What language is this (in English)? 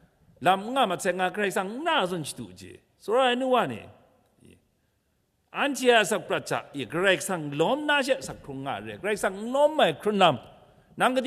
Kachin